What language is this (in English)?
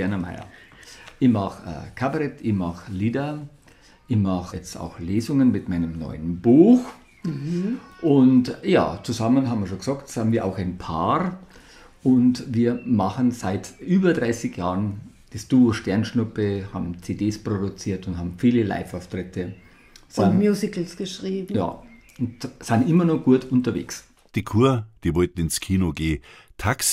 Bavarian